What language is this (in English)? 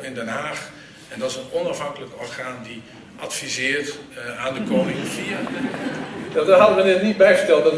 Dutch